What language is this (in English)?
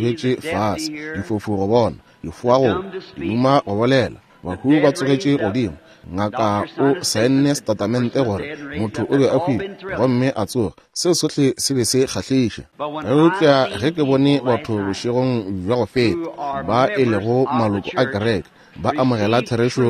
Northern Sotho